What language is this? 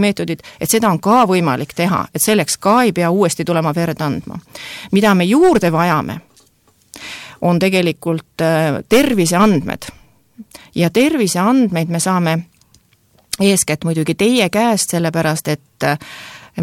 Estonian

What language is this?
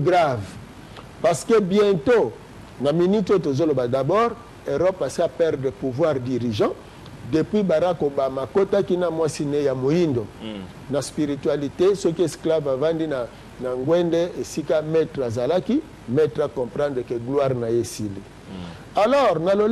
Lingala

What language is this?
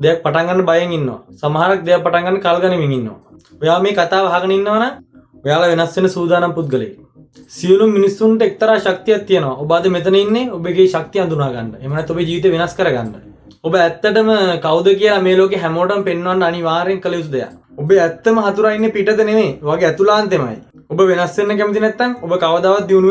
Sinhala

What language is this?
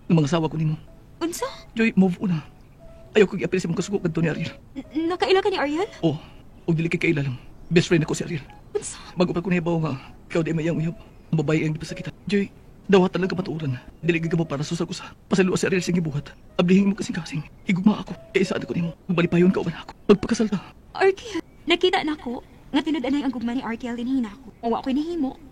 Cebuano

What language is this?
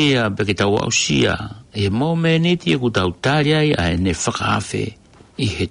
Tongan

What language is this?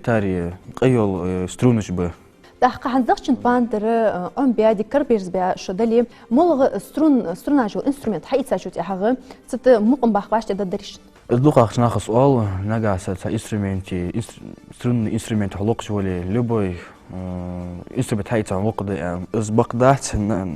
Ingush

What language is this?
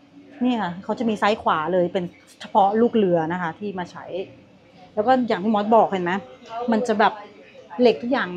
Thai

